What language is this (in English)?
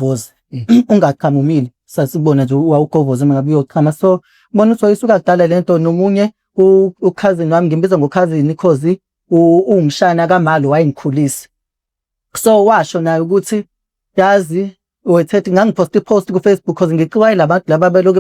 Zulu